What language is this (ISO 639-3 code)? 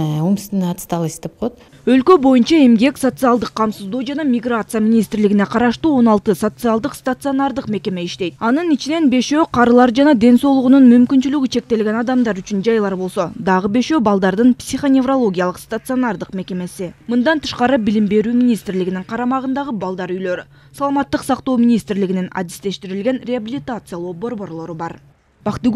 kir